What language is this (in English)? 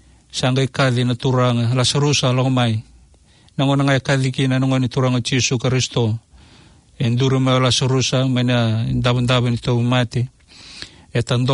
Fijian